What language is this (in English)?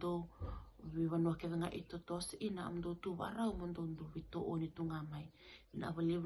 Fijian